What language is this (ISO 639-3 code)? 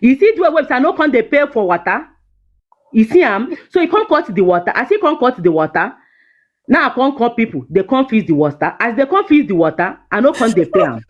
pcm